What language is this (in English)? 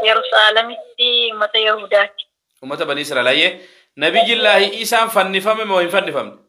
Oromo